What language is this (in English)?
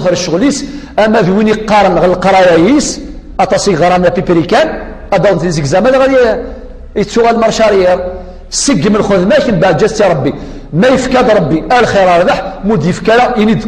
Kabyle